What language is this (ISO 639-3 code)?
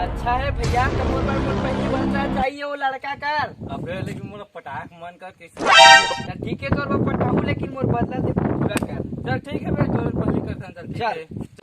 hne